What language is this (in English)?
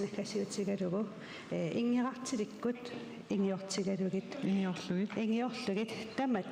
Kalaallisut